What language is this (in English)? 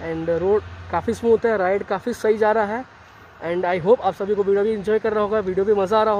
Hindi